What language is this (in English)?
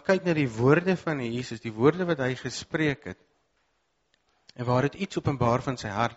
Afrikaans